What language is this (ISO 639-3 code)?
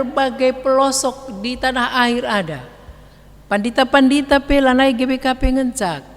btx